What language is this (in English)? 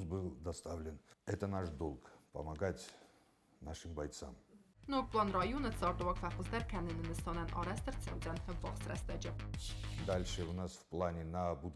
Ossetic